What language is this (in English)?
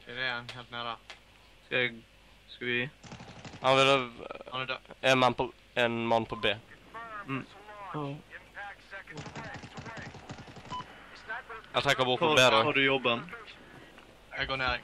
Norwegian